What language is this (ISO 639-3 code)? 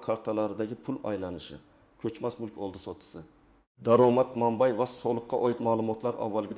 uzb